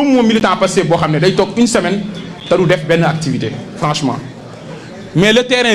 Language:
Wolof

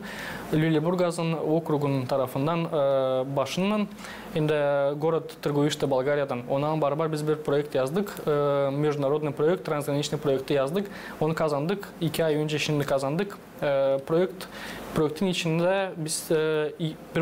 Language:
Gagauz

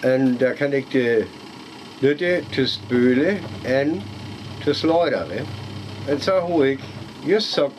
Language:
Northern Frisian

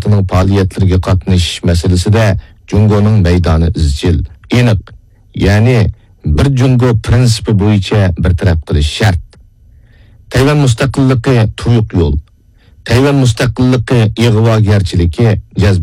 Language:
Uyghur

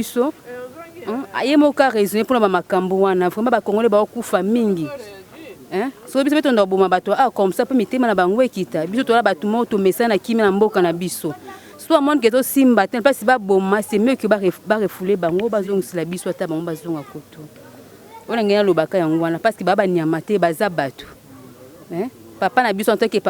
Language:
Lingala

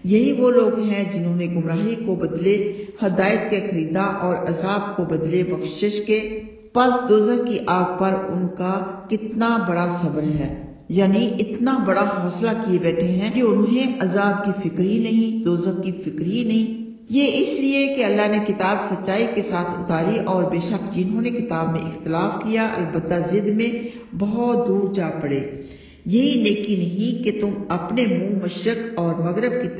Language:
Urdu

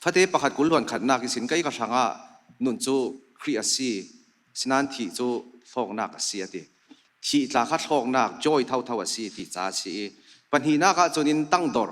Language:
Falam Chin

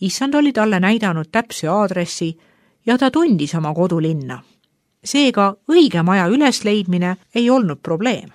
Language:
Estonian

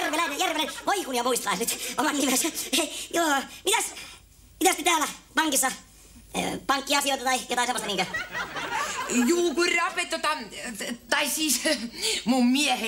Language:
Finnish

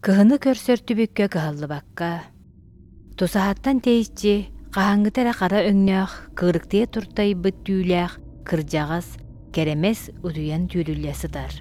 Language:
Yakut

